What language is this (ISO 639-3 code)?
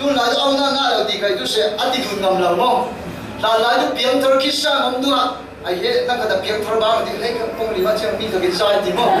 cfm